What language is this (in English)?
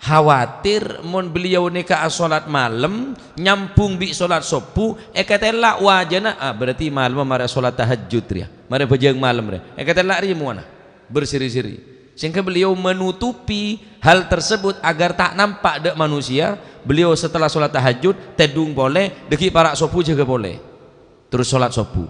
Madurese